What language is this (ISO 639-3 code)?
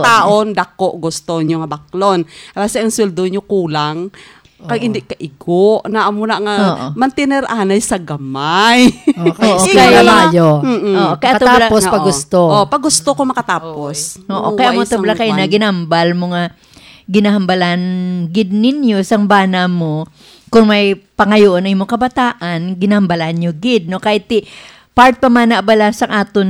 hil